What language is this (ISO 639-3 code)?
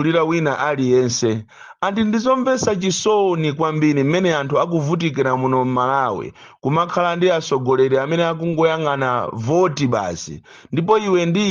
nya